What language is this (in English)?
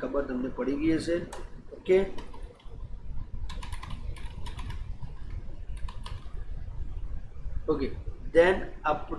Gujarati